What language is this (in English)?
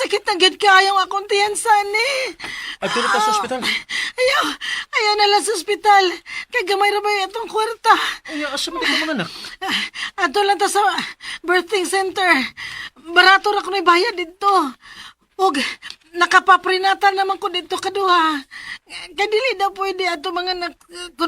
Cebuano